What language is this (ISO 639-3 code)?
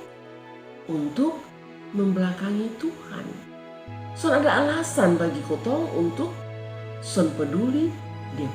mkn